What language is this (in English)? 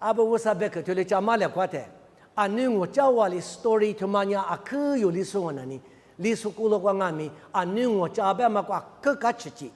Lisu